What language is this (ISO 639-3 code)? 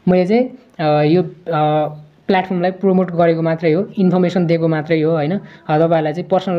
nep